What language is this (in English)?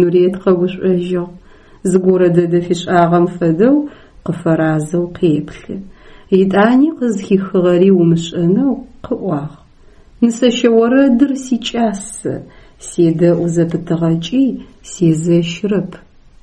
Adyghe